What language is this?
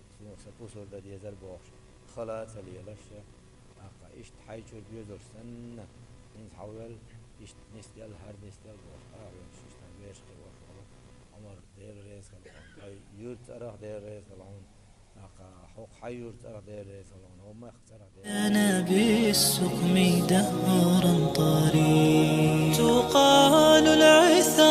Chechen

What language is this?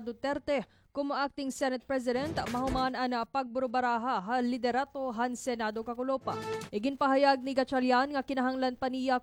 Waray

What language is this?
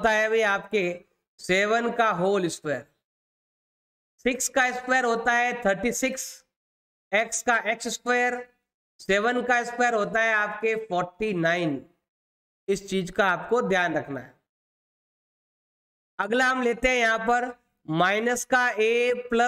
Hindi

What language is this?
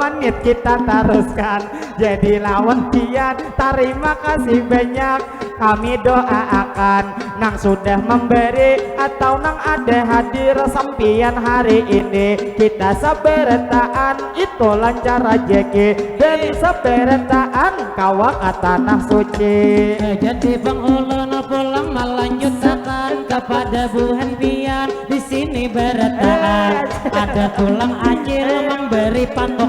Banjar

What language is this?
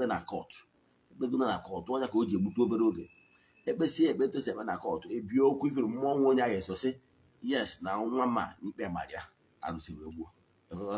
Igbo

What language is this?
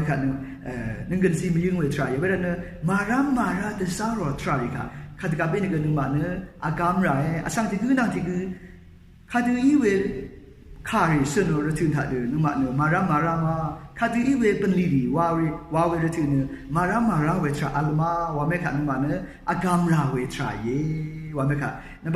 Rawang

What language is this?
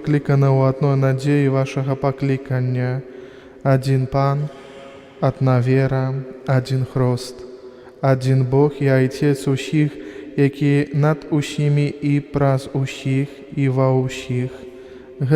Belarusian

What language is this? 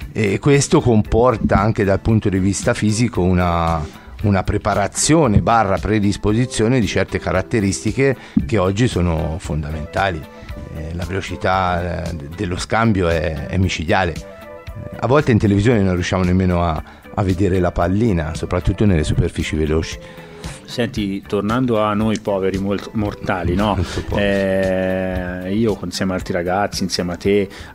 Italian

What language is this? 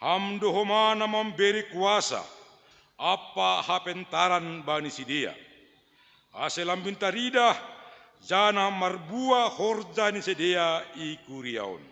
Batak Simalungun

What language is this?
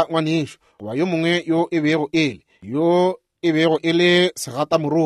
Northern Sotho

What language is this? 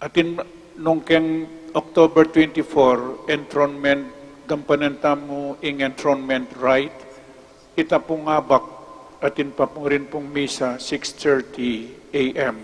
Pampanga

